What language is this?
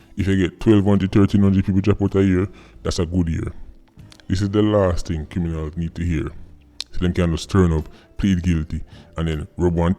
Jamaican Creole English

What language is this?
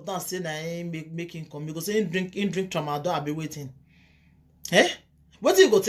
Nigerian Pidgin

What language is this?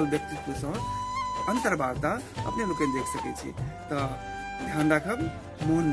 Maithili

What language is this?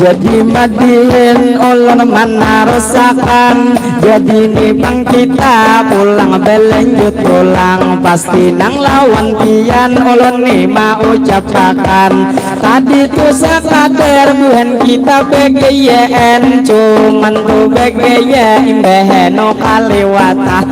Banjar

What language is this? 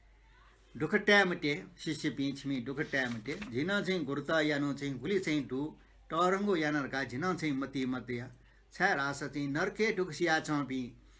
Newari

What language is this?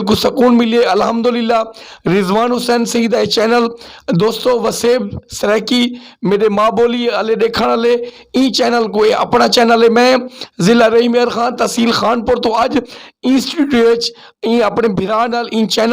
Saraiki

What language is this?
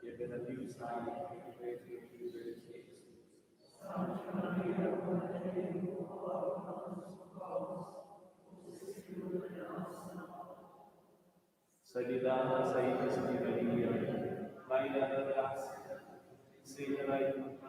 Romansh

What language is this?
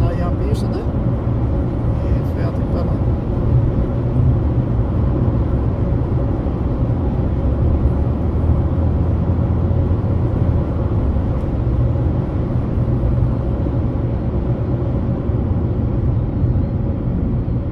Portuguese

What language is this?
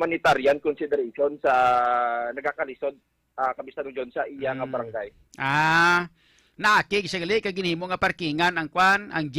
Hiligaynon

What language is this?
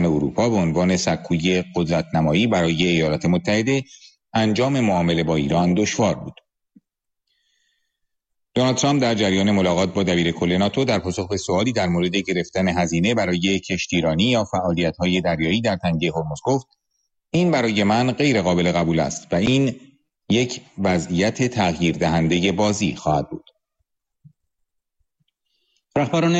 Persian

